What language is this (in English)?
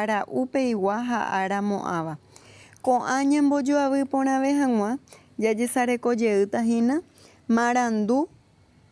Guarani